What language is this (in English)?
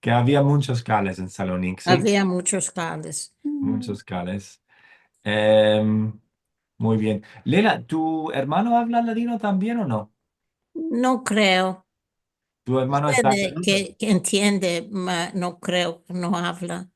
Ladino